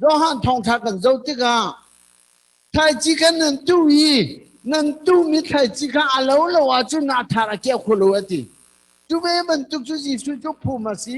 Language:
Hakha Chin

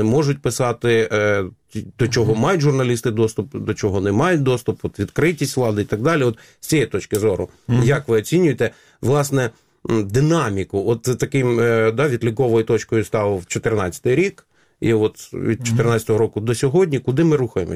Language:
Ukrainian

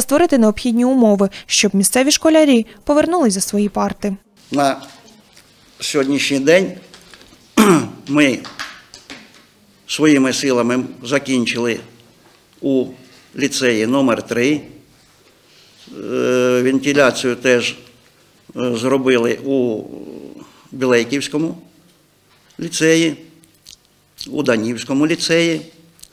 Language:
Ukrainian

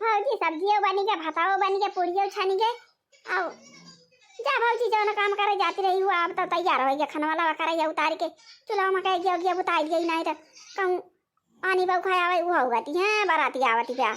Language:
Awadhi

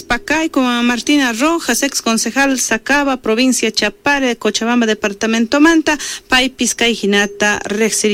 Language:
South Bolivian Quechua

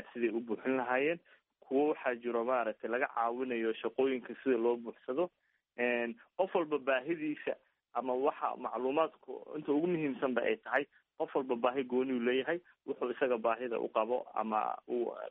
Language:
Somali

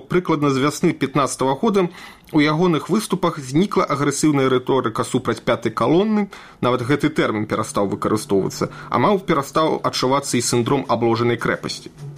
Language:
Belarusian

